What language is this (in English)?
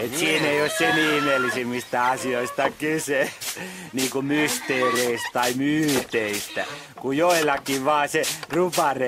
Finnish